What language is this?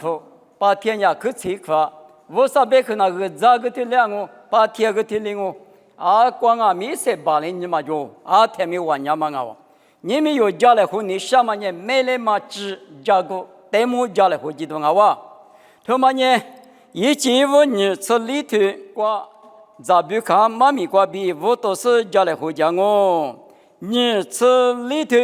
Lisu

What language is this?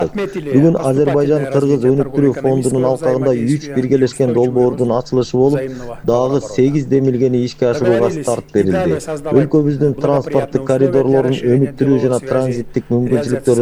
Kyrgyz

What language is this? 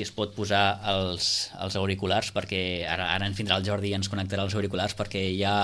Catalan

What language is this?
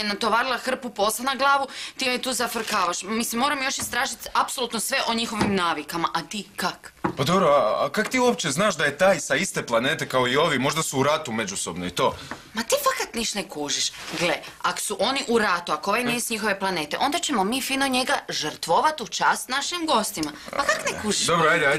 Croatian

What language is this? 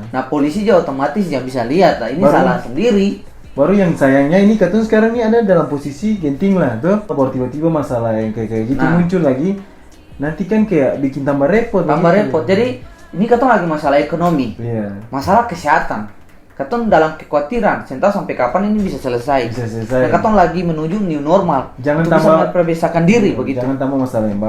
Ambonese Malay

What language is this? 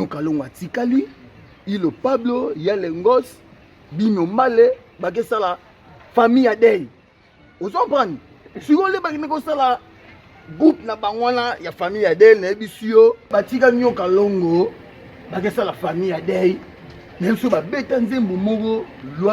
Lingala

